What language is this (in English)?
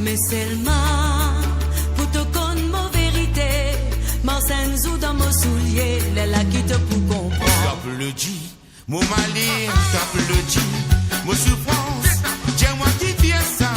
Morisyen